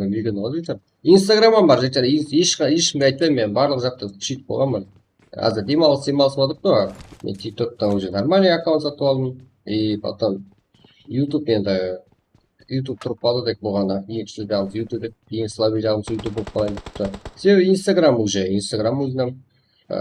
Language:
Kara-Kalpak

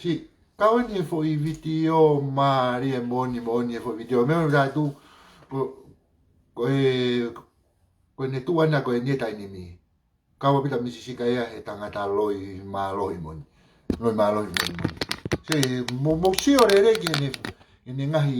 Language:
Tongan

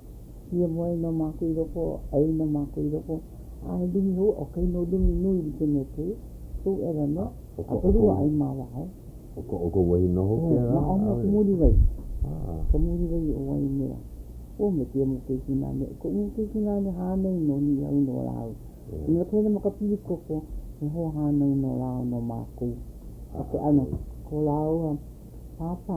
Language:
Hawaiian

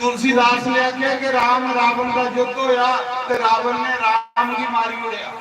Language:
Dogri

